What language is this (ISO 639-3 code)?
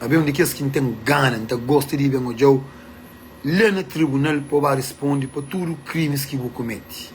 kea